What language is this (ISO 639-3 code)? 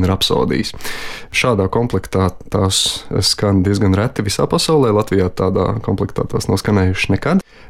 lav